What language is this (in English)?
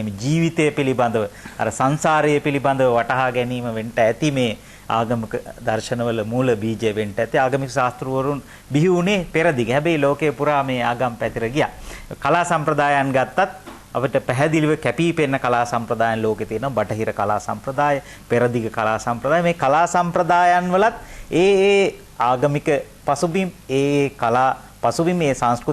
Sinhala